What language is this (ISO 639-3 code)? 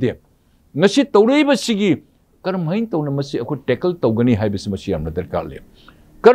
mni